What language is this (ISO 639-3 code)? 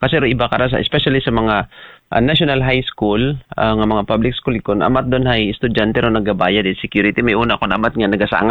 akl